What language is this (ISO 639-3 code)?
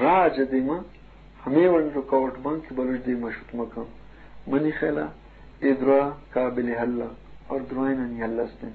bgp